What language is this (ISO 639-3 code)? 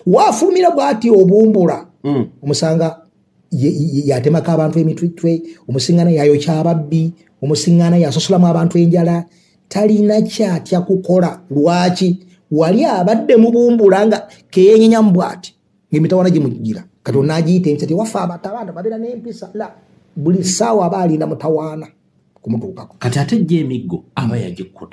lug